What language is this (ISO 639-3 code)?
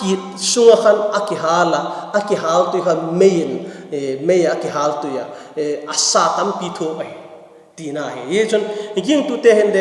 vap